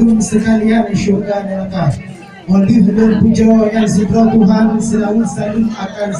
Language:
Achinese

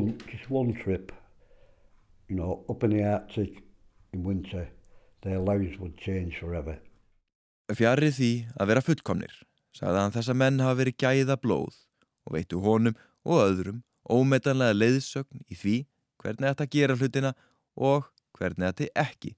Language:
Icelandic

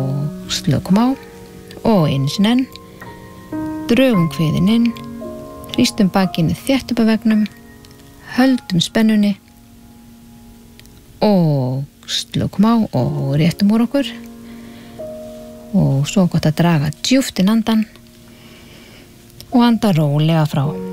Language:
Icelandic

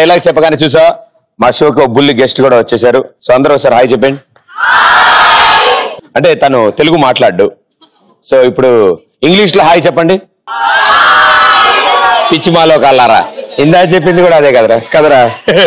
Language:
Telugu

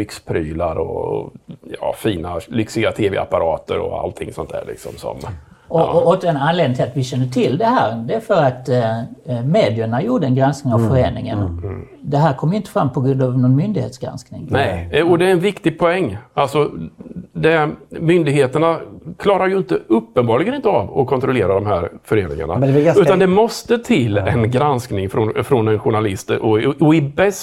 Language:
Swedish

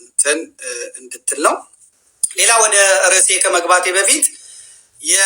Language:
Amharic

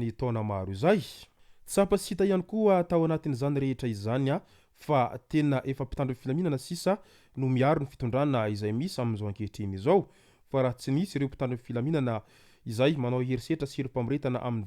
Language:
Malagasy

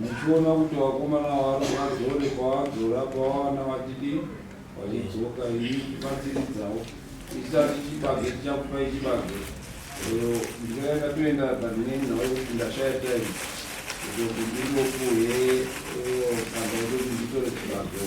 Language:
Shona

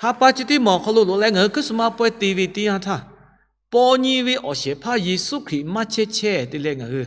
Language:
Lahu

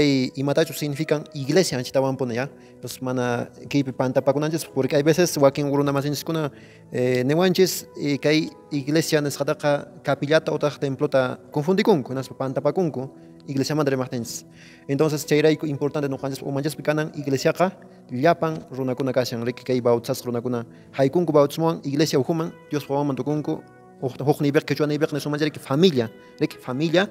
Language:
Quechua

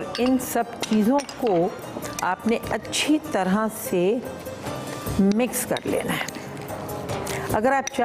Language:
Hindi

